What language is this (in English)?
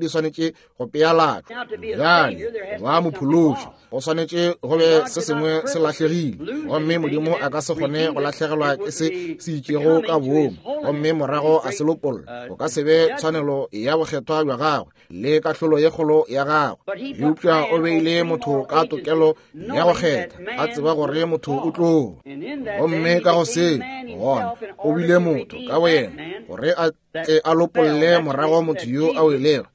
Northern Sotho